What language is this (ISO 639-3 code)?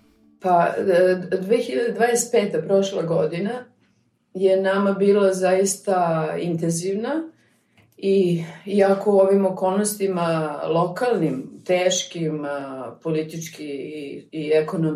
srp